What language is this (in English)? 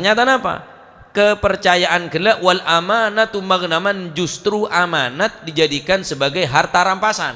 Madurese